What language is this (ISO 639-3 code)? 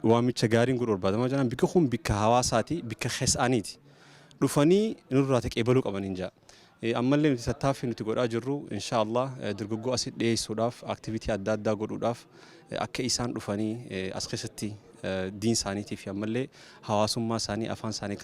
orm